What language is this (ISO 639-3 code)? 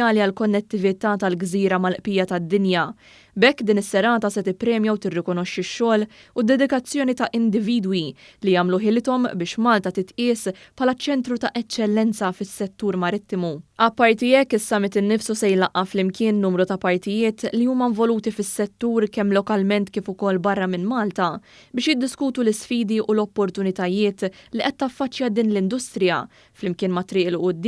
mlt